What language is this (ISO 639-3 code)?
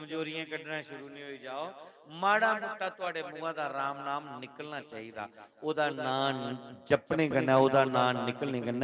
doi